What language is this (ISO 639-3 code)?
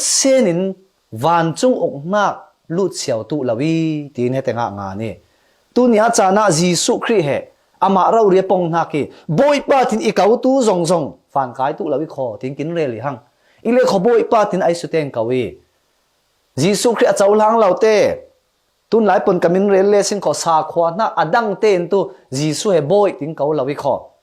cfm